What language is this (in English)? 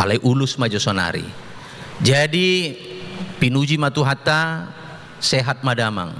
Batak Toba